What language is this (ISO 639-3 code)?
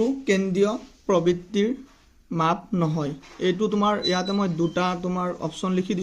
asm